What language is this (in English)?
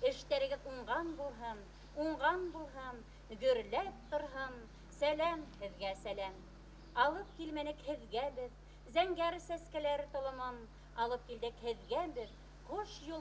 Bashkir